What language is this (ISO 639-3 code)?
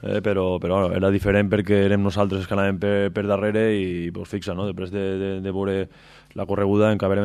cat